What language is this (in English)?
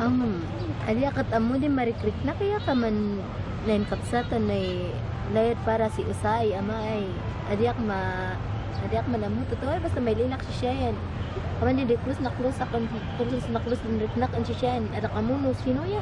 Kankanaey